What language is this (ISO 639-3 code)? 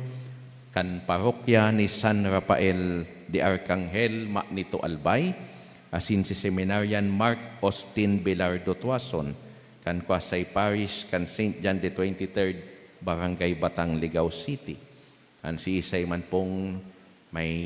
bik